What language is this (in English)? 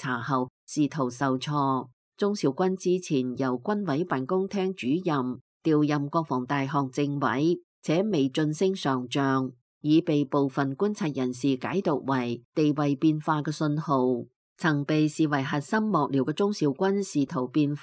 Cantonese